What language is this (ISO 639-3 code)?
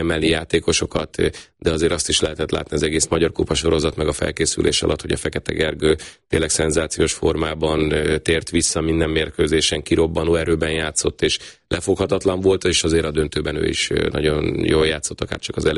hun